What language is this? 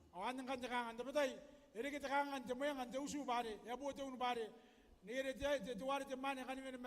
Gilbertese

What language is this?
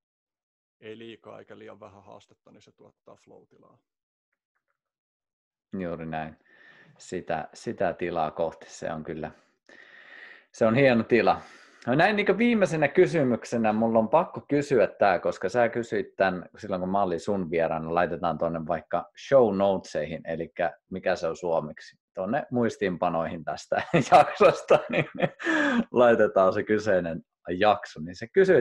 Finnish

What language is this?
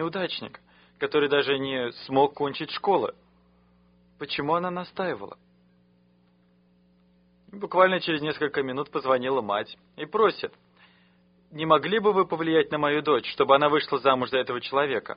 Russian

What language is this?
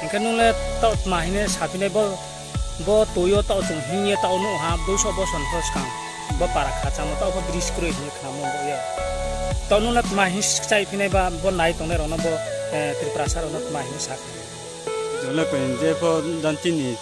Riang (India)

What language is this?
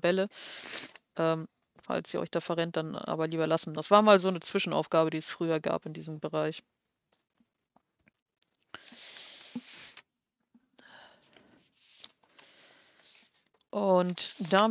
German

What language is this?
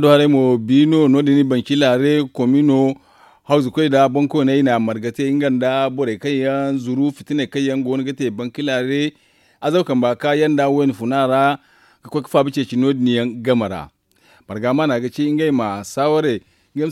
Zarma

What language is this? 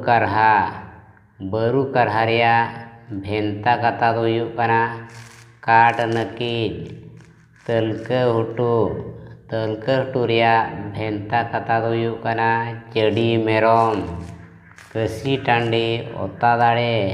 Santali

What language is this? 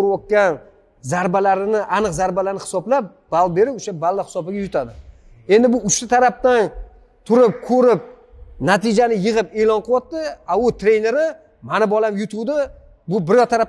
Uzbek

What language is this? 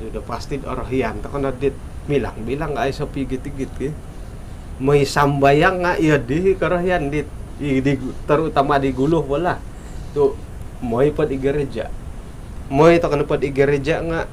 Central Dusun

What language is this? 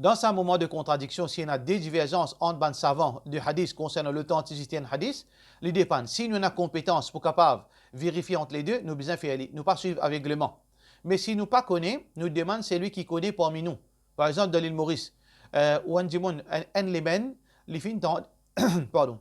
Morisyen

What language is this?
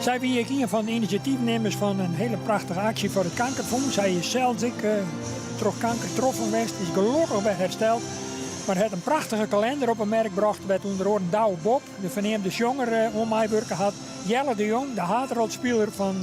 Western Frisian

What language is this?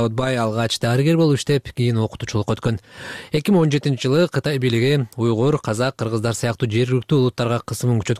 Kyrgyz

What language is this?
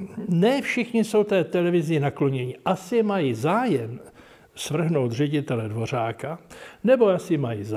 Czech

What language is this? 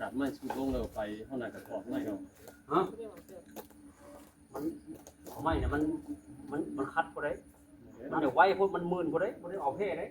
Northeastern Thai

